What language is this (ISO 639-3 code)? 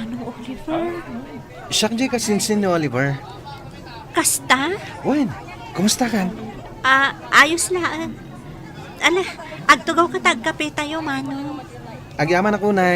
ilo